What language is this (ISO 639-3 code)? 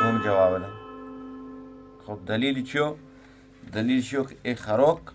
bgp